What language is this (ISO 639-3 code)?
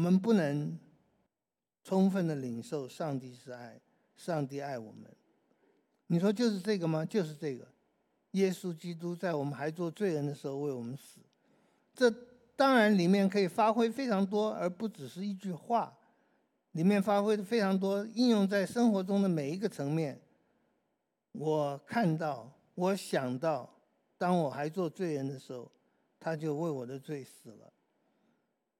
zho